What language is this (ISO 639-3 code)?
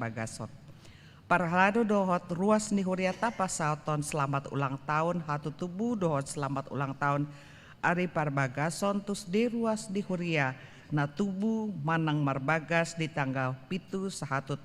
bbc